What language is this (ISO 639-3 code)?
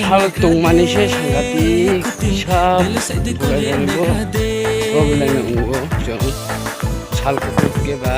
trp